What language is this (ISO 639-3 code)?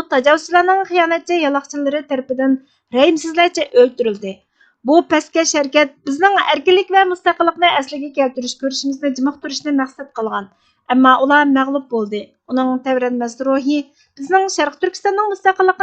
uig